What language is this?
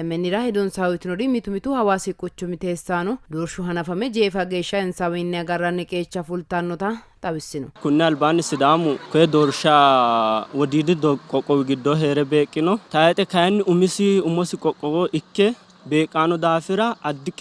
Sidamo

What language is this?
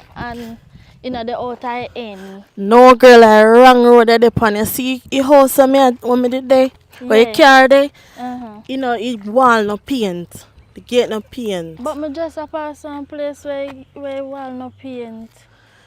Jamaican Creole English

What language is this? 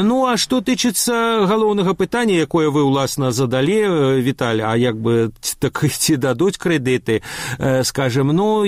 Belarusian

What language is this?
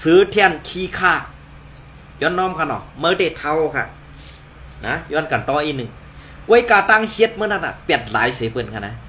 Shan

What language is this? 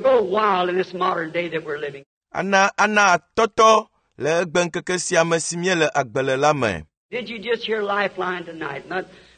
Ewe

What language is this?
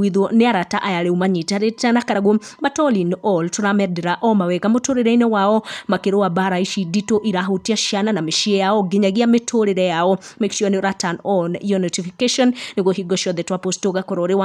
Kikuyu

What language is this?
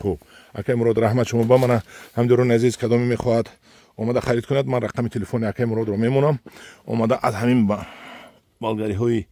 Tajik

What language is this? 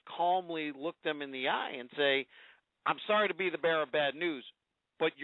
English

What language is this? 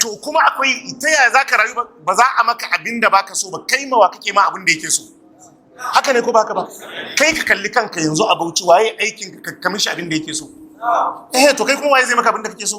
Hausa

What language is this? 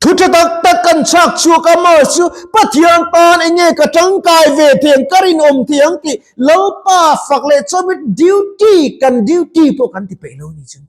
Mizo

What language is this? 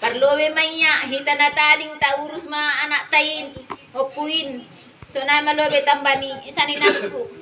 Batak Simalungun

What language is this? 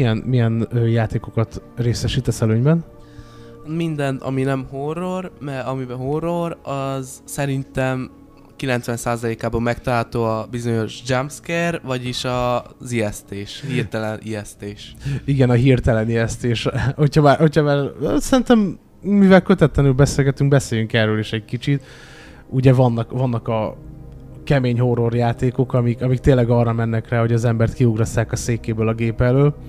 Hungarian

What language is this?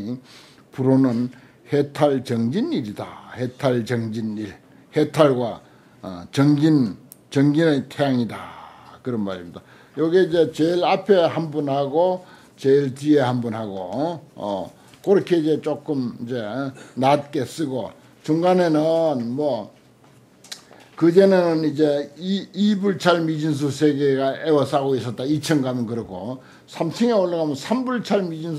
Korean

